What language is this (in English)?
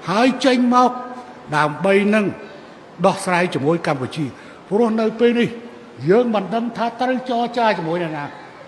Khmer